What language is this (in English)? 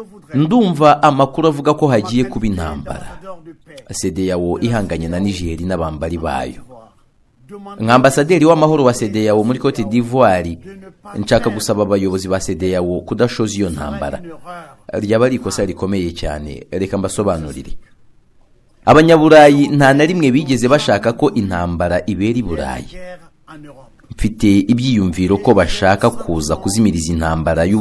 Kinyarwanda